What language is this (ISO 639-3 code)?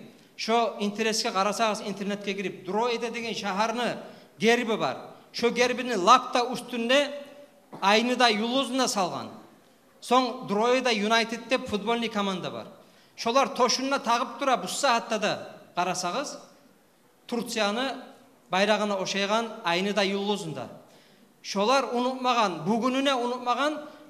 kum